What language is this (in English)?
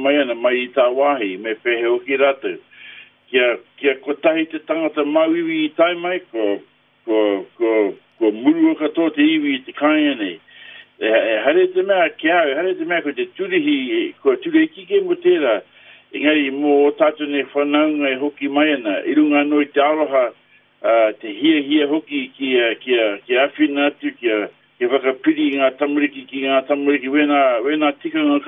Māori